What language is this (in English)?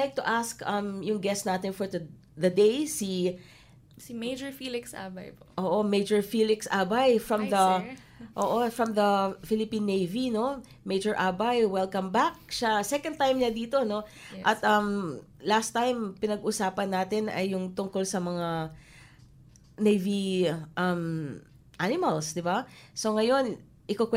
Filipino